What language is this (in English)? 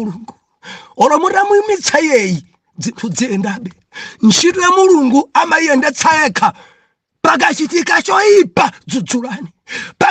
Nyanja